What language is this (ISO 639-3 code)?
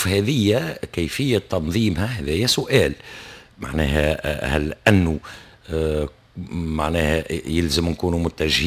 aeb